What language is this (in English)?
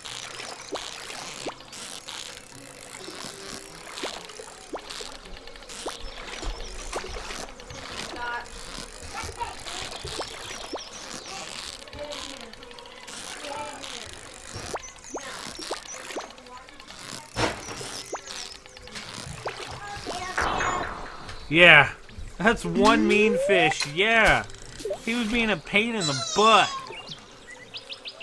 English